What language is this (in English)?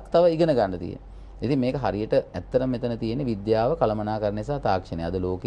Sinhala